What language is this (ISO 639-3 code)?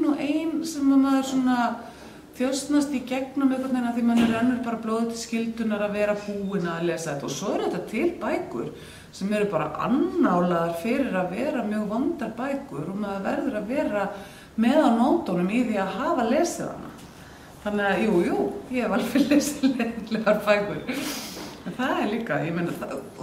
isl